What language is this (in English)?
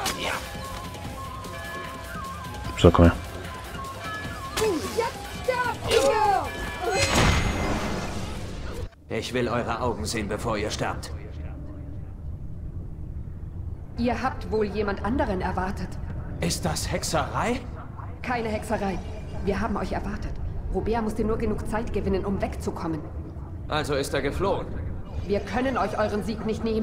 German